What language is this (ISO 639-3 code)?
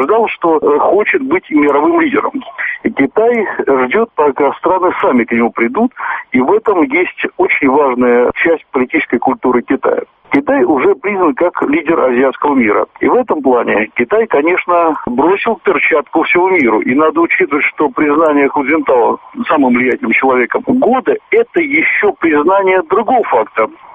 rus